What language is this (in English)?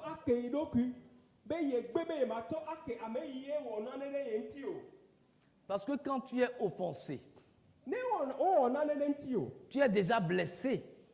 Ewe